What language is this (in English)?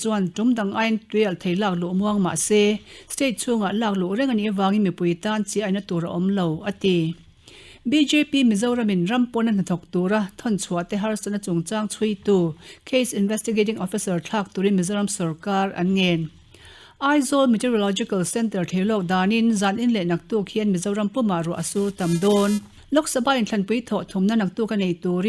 Mizo